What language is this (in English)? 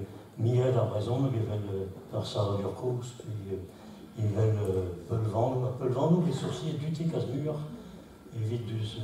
Breton